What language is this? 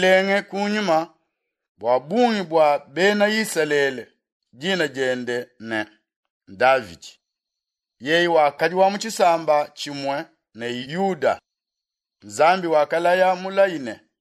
Luba-Lulua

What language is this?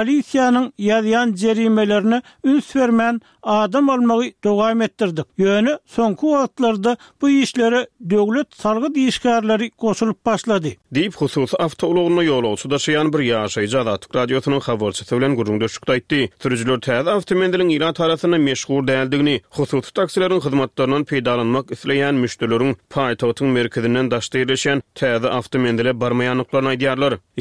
Turkmen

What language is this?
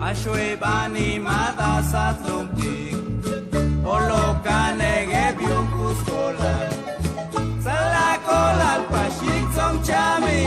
Chuj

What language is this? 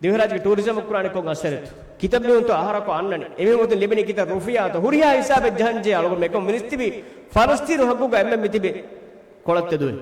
Divehi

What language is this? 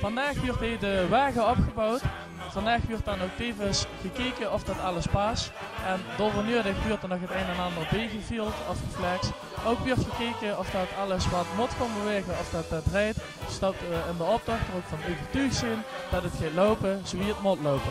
Limburgish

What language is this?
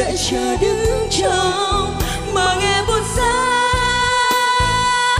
Vietnamese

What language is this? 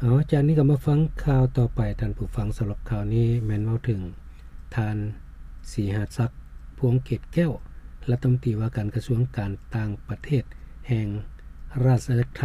Lao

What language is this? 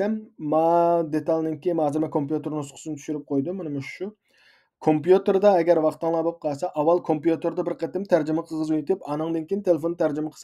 Uyghur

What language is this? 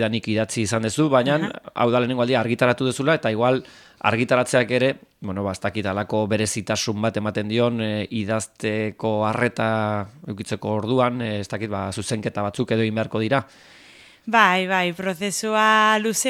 Basque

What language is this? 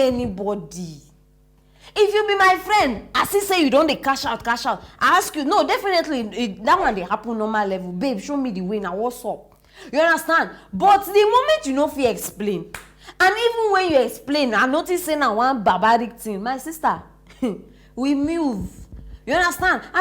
Nigerian Pidgin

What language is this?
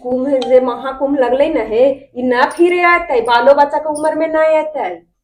Magahi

